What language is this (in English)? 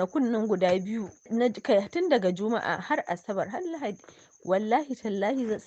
Hausa